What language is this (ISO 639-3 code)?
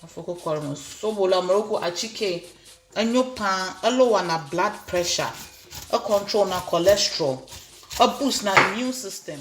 ewe